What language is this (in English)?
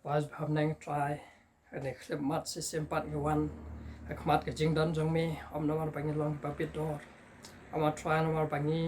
Khasi